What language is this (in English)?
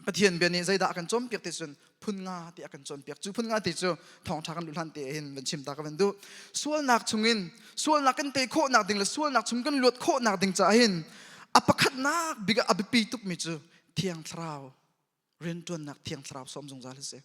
Hakha Chin